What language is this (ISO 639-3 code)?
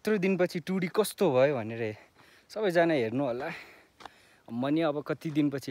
nep